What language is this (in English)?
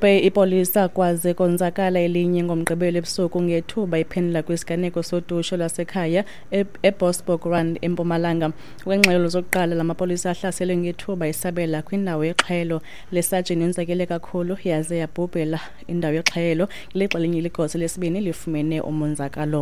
Xhosa